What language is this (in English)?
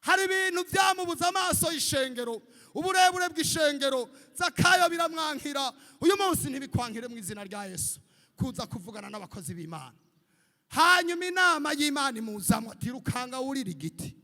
Rundi